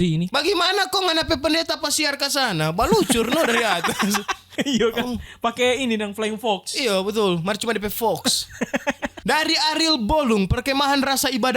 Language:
Manado Malay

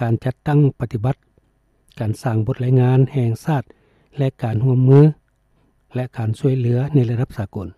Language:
Lao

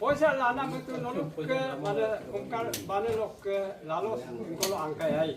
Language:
Adi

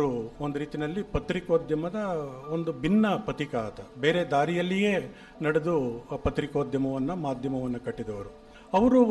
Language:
Kannada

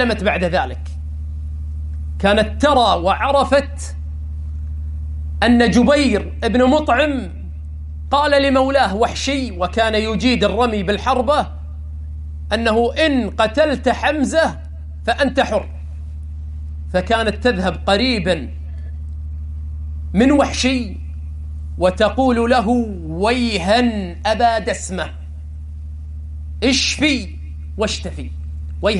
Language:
Arabic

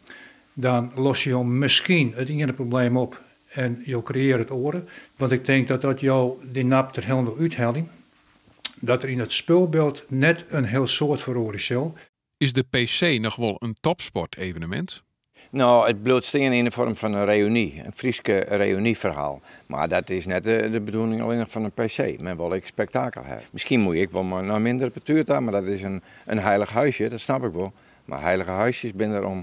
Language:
Western Frisian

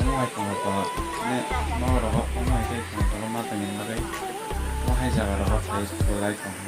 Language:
Kok Borok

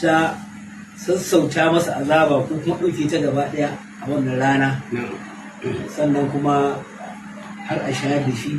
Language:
Hausa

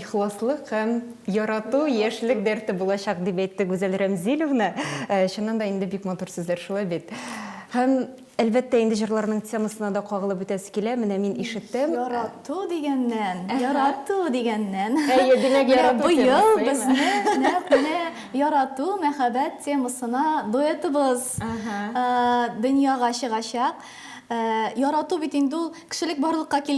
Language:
Tatar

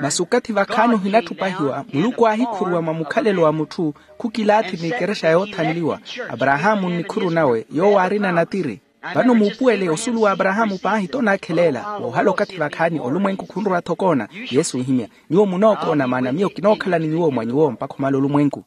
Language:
Makhuwa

